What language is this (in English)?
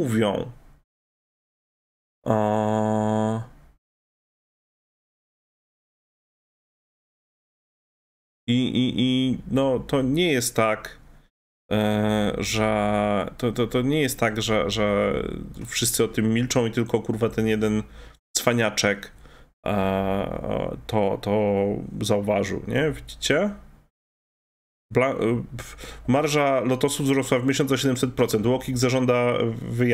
Polish